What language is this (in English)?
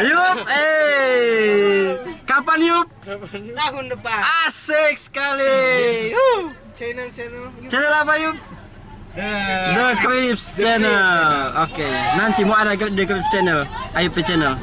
Manado Malay